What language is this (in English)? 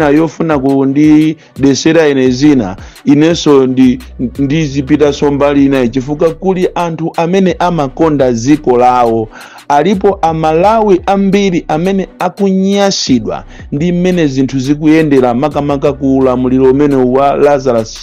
Nyanja